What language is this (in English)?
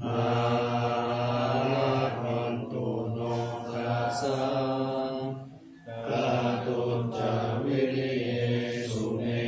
Pali